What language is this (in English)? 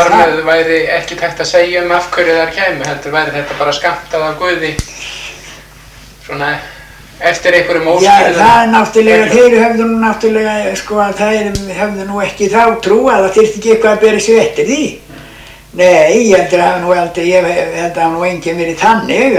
Icelandic